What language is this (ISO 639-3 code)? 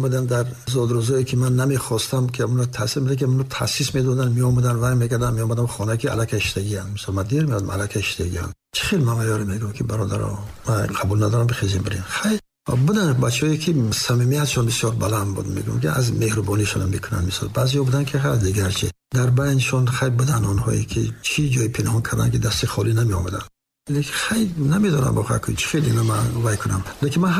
tgk